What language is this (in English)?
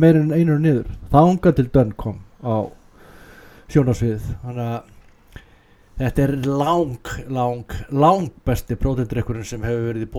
Icelandic